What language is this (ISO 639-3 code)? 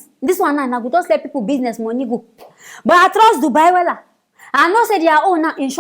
pcm